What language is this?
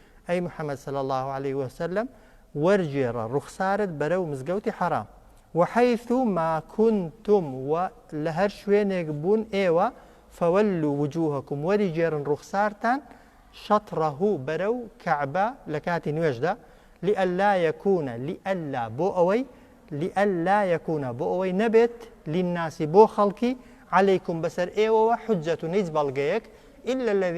Central Kurdish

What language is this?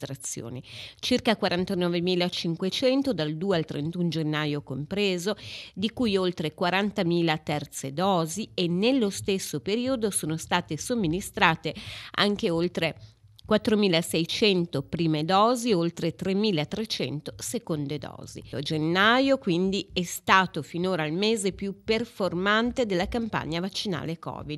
Italian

